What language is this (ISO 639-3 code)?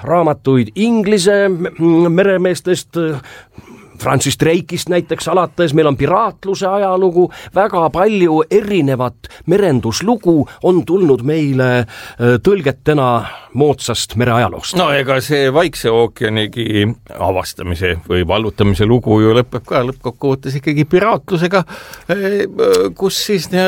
est